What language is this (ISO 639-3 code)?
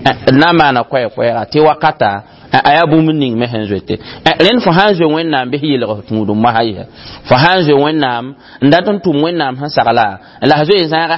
mos